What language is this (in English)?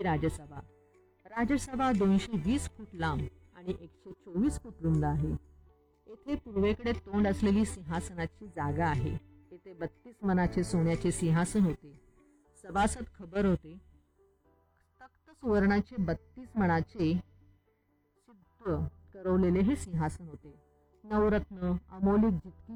Marathi